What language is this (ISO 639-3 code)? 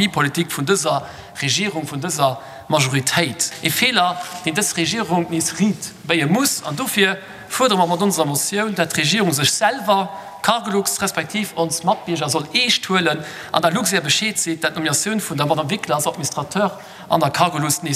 ltz